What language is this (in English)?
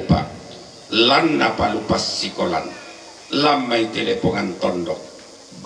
Toraja-Sa'dan